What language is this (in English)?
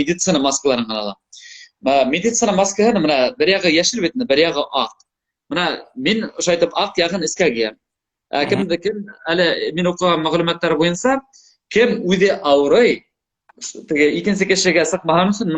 Bashkir